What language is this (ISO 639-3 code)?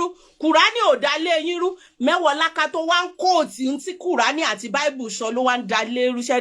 yor